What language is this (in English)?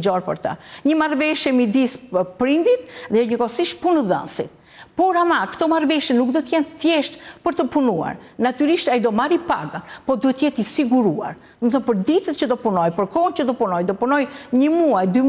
Albanian